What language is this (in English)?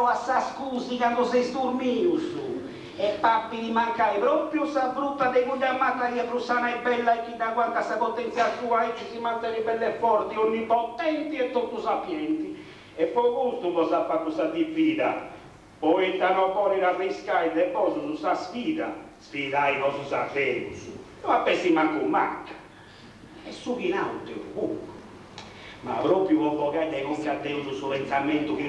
Sardinian